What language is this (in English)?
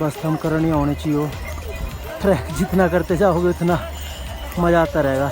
Haryanvi